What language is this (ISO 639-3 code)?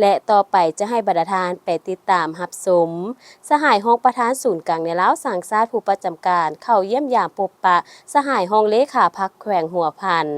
lao